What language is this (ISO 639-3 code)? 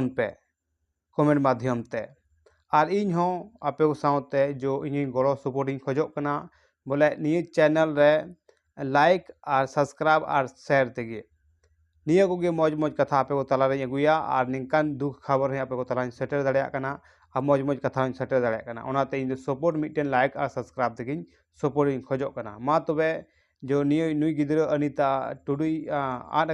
sat